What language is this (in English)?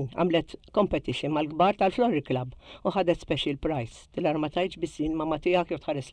Maltese